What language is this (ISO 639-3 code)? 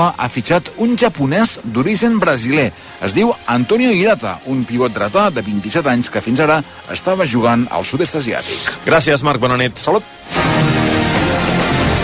cat